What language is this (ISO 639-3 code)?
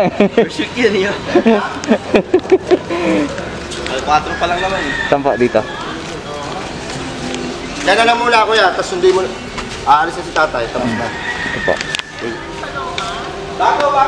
fil